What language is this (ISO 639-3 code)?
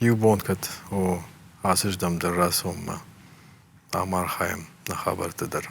oss